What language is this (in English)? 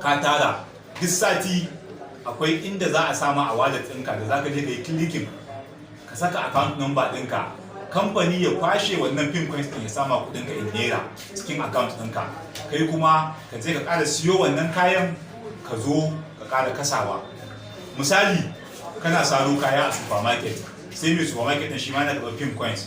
Hausa